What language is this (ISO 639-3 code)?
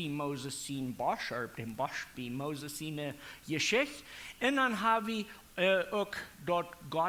pdt